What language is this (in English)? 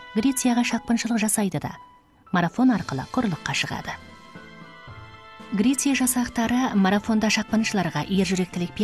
Kazakh